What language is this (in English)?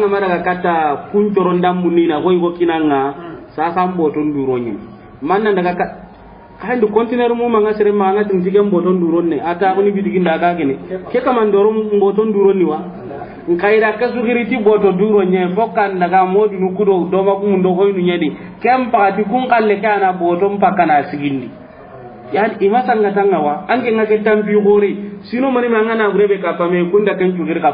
Soninke